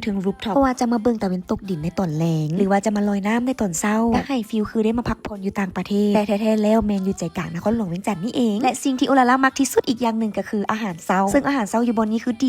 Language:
Lao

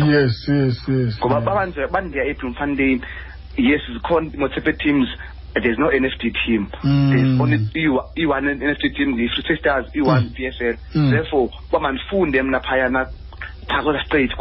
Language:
Xhosa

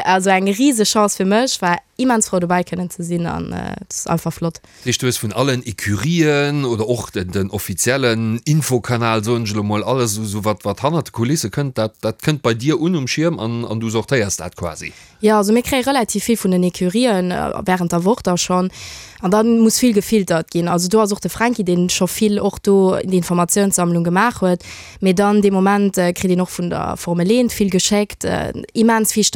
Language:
Luxembourgish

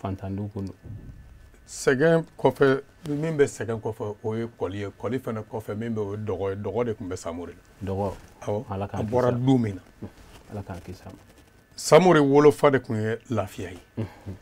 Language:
Bambara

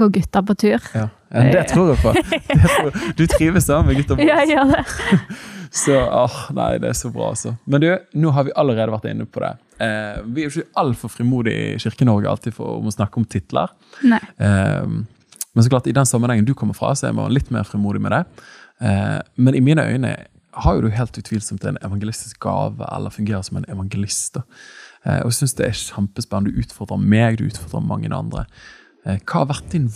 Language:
Norwegian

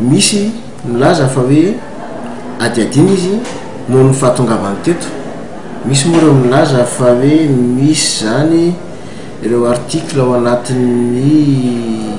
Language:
Malagasy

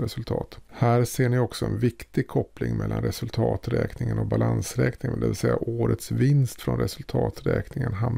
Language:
Swedish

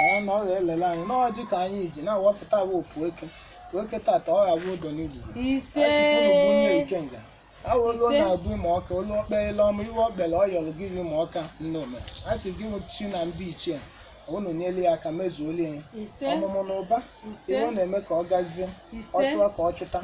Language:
Igbo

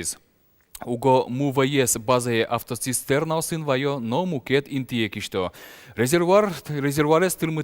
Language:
Udmurt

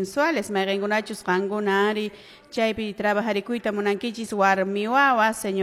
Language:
Quechua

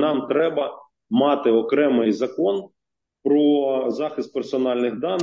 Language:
Ukrainian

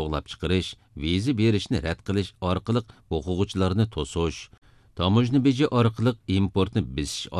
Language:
Uyghur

